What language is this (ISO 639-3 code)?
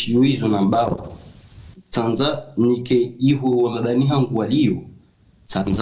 zdj